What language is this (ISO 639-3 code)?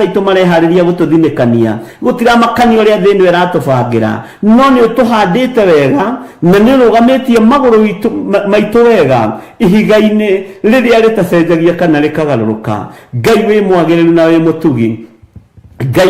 kik